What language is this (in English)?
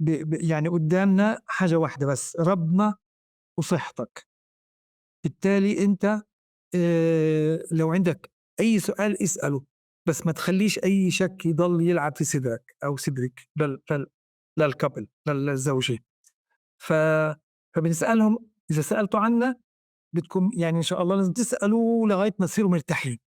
North Levantine Arabic